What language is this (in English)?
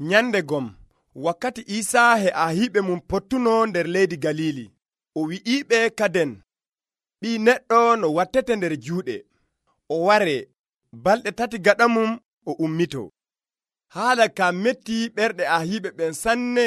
Nigerian Fulfulde